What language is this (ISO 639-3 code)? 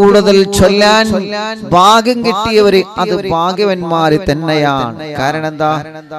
mal